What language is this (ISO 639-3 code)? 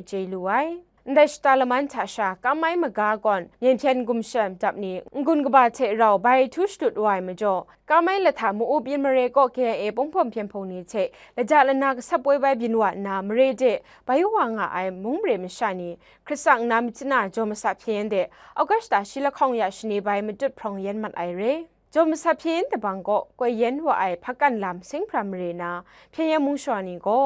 kac